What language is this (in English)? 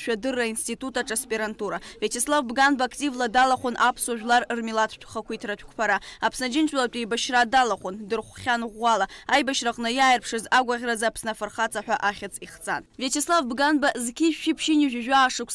Abkhazian